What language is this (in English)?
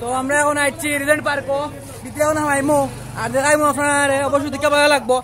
Sylheti